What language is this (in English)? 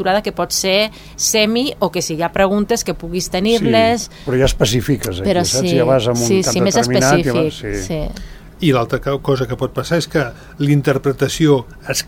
Catalan